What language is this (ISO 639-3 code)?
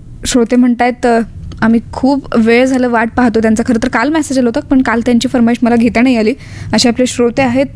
mar